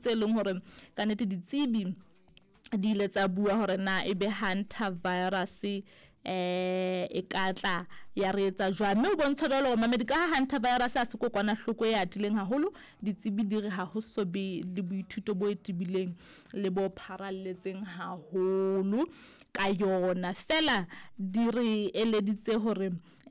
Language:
Southern Sotho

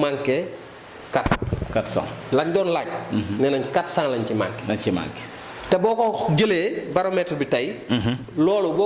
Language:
Wolof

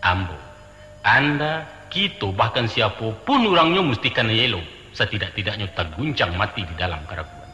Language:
Minangkabau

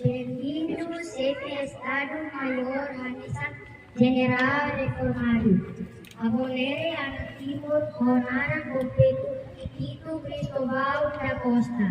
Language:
Tetum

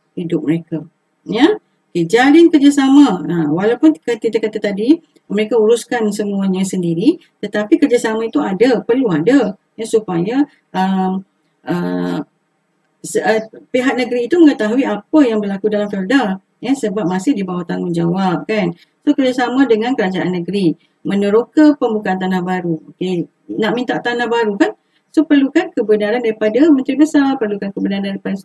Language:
Malay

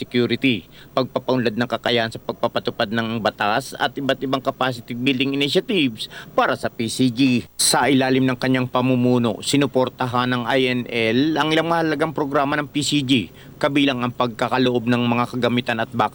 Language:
Filipino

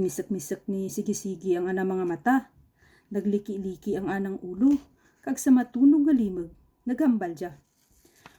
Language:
Kinaray-a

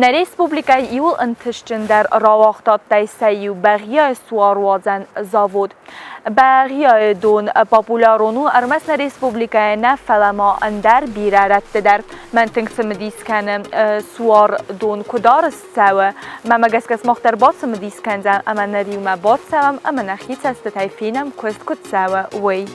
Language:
Ossetic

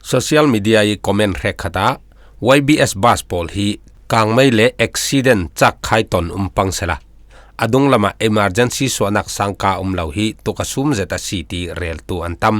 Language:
Falam Chin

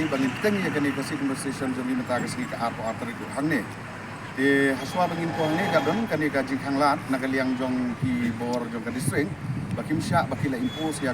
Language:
Khasi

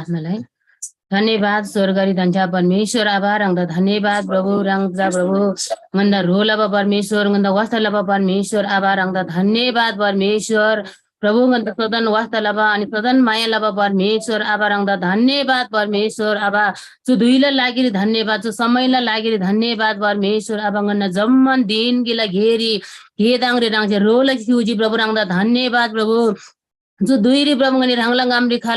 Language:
Eastern Tamang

